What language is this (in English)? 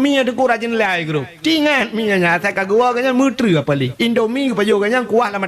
Achinese